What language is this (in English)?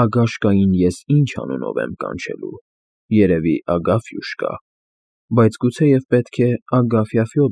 Armenian